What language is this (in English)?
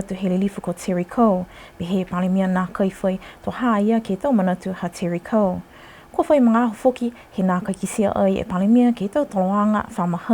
Niuean